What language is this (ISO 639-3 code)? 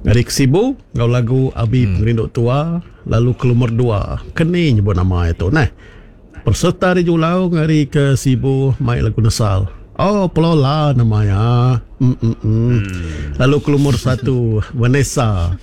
iba